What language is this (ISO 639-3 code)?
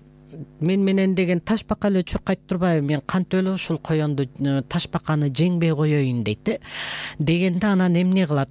kir